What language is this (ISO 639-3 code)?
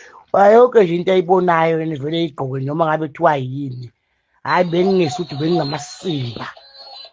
zul